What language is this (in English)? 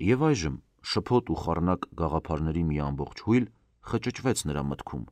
Armenian